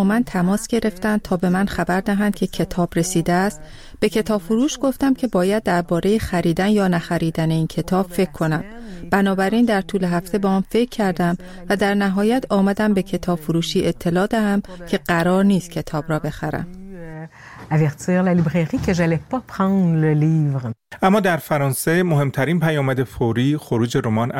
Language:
Persian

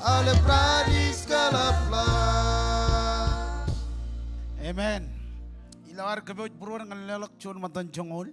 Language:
Marshallese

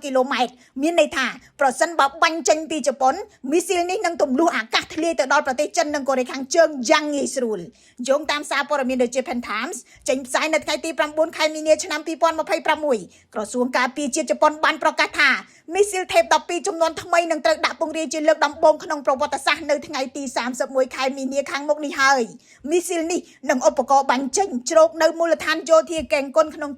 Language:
Khmer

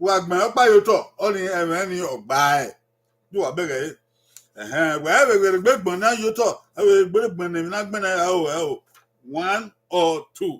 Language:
Bini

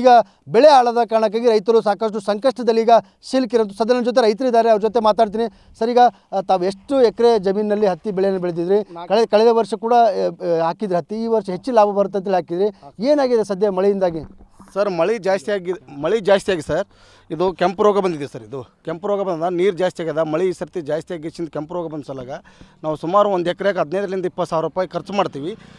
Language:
Kannada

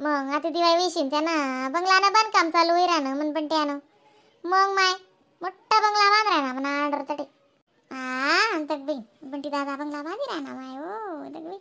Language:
Khandesi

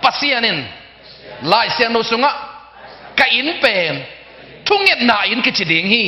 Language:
Tedim Chin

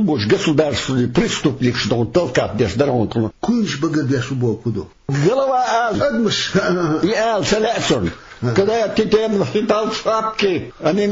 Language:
Chechen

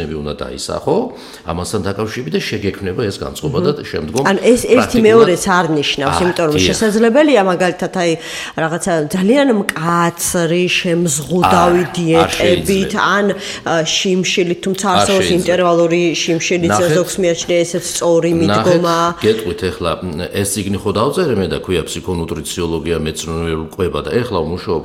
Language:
Georgian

